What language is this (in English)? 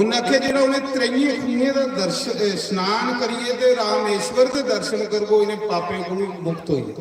Dogri